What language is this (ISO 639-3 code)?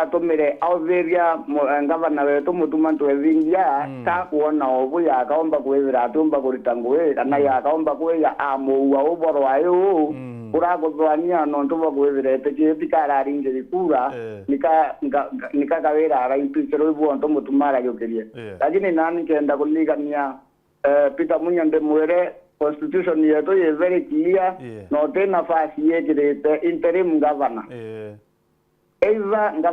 mer